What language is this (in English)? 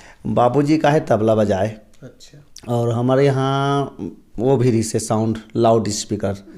Chhattisgarhi